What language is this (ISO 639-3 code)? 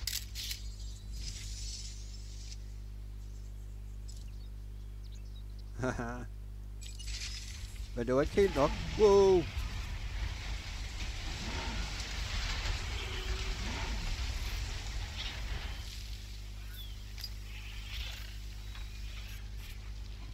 dan